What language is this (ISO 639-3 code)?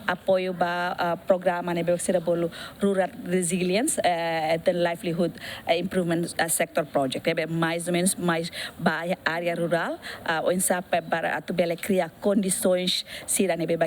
tet